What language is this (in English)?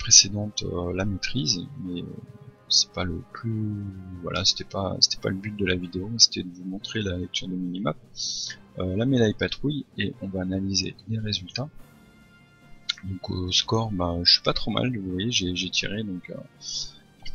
French